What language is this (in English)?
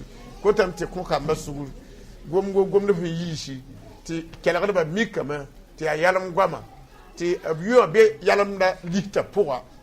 Mossi